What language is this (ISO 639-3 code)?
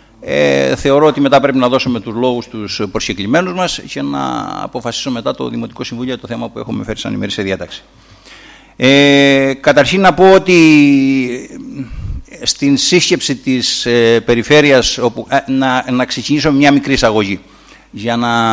ell